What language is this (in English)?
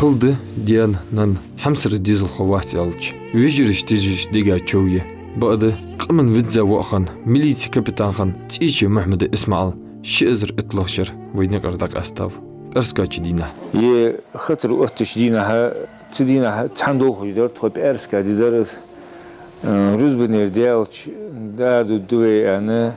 Ingush